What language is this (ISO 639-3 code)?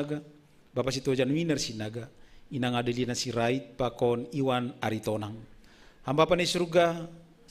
bts